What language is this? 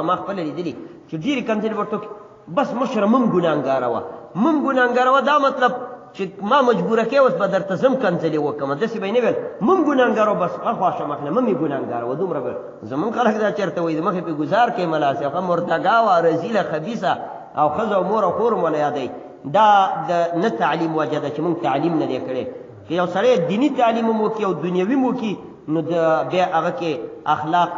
Pashto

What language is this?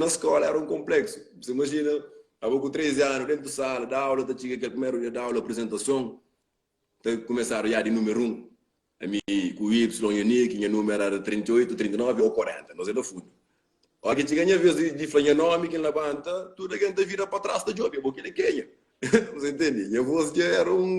Kabuverdianu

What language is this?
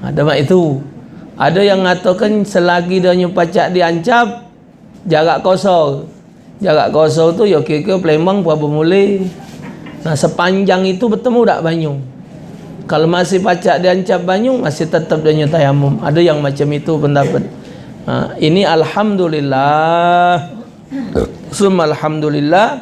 Musi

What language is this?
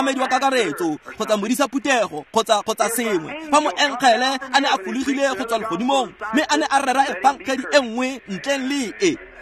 Tswana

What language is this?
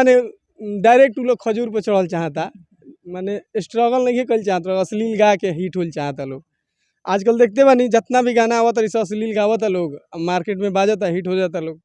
Bhojpuri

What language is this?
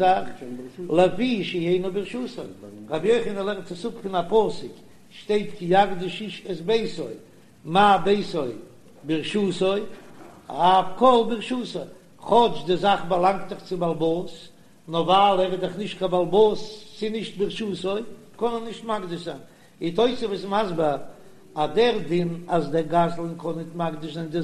Yiddish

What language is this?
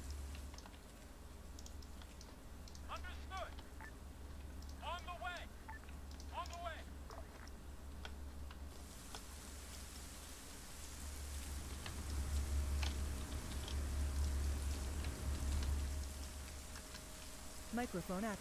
Czech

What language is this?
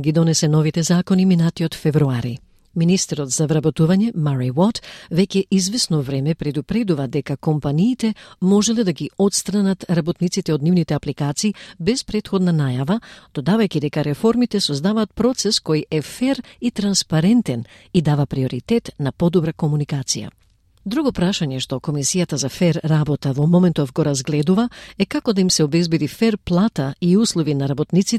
Macedonian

